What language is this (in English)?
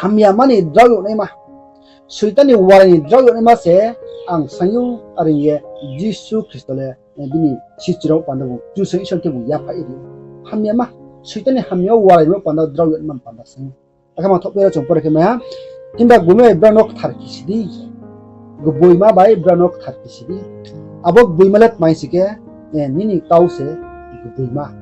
Riang (India)